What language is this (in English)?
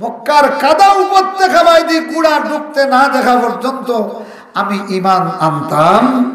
Sylheti